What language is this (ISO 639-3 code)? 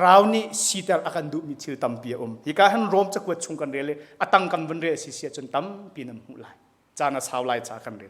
cnh